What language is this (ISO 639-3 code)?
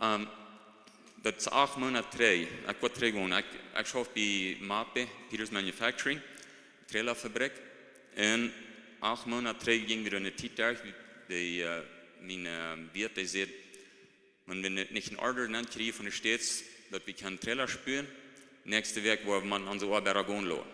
pdt